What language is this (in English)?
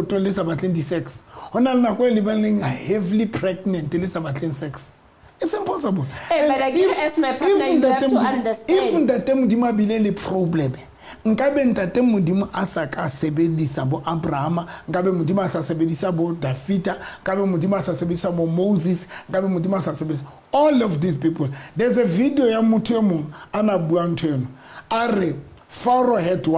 Southern Sotho